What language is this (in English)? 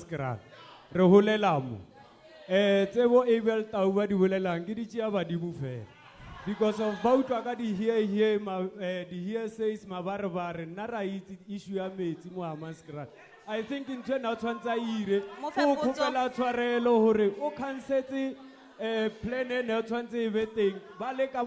Tswana